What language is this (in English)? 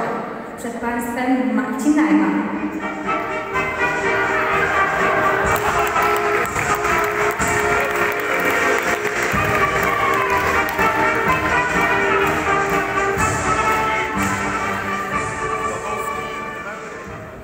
Polish